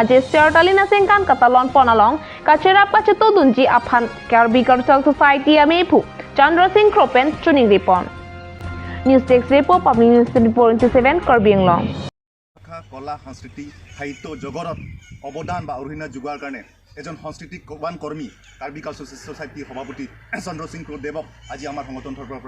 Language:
Karbi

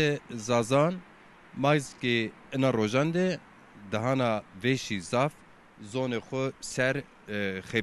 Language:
Zaza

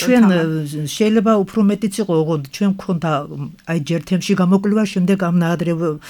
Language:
Georgian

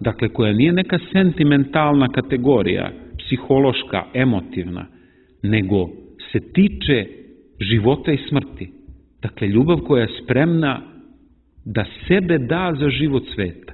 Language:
Serbian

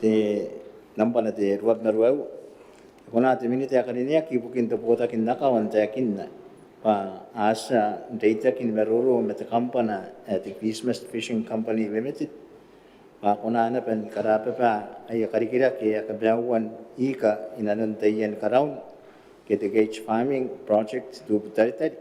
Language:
Gilbertese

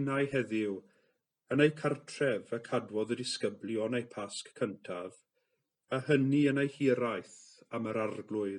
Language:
Welsh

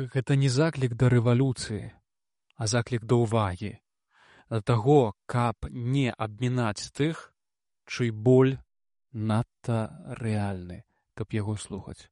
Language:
Belarusian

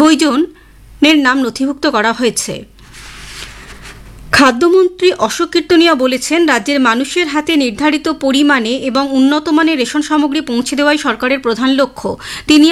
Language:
Bangla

